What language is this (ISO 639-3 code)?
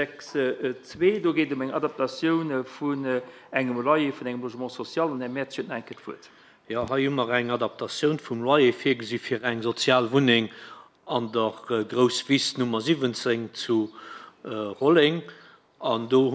ltz